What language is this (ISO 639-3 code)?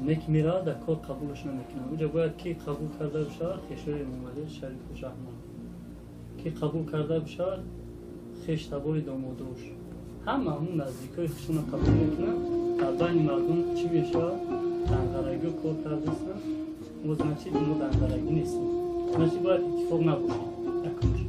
tgk